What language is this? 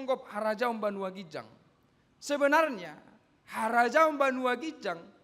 Batak Toba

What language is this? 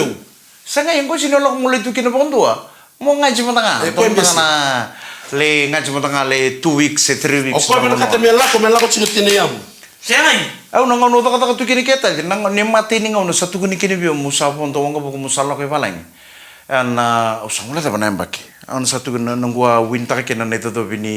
Fijian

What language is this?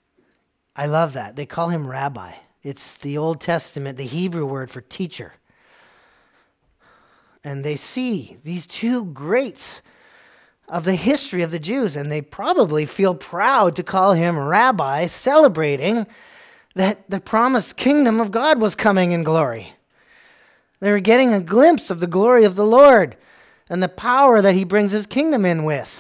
English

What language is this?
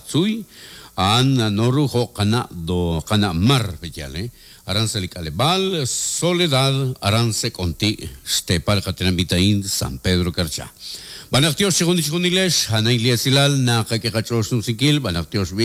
Kekchí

